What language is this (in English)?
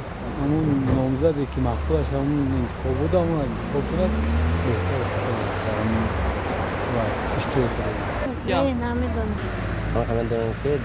Tajik